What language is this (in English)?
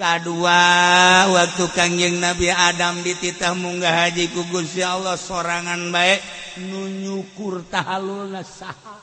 Sundanese